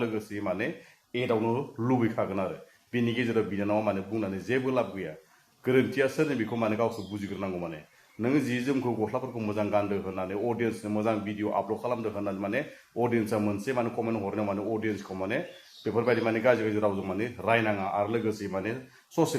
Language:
Bodo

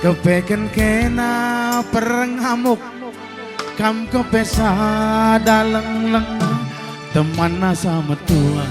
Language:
Batak Karo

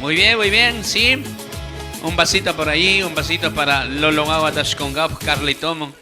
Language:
Chimborazo Highland Quichua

